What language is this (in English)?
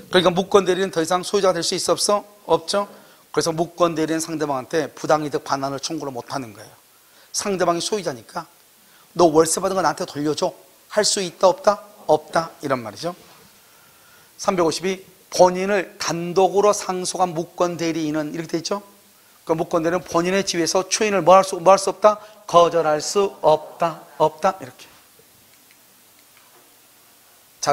Korean